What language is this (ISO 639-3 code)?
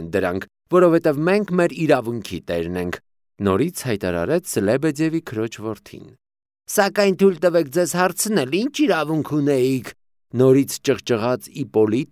hye